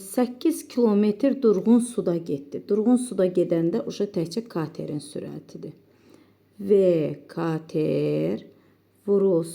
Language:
Azerbaijani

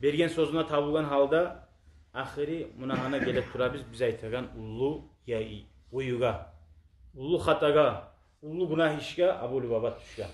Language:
Kumyk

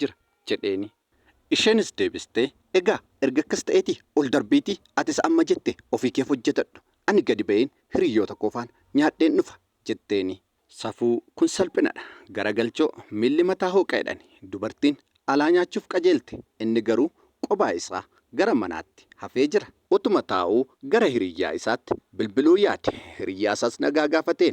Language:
Oromo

